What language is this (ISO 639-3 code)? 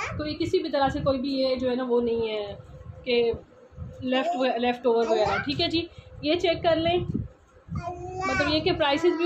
hin